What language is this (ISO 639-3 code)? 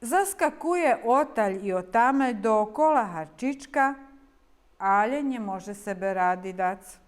rue